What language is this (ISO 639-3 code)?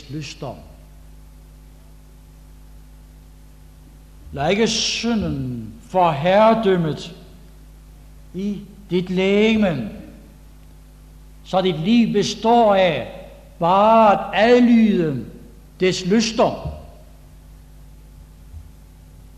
dan